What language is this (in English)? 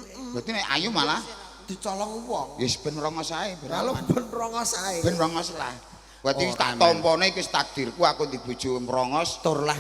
Javanese